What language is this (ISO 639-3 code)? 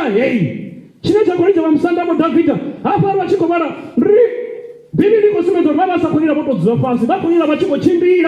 ven